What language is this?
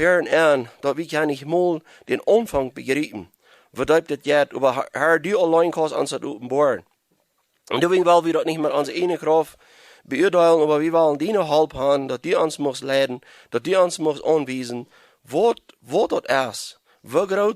Plautdietsch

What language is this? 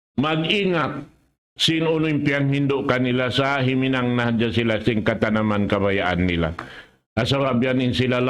Tausug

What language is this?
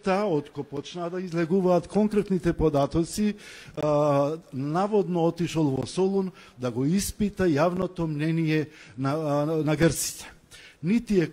Macedonian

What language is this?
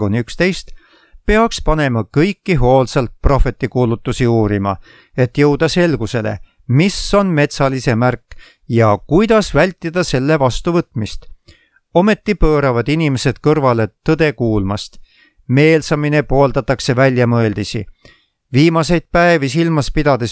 Estonian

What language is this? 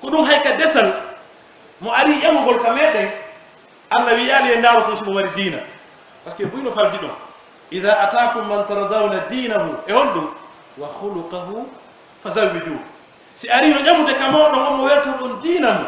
Pular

